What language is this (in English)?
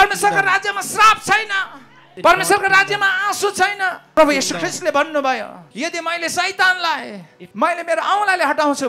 Nepali